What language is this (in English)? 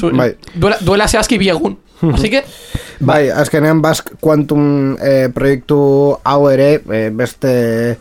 Basque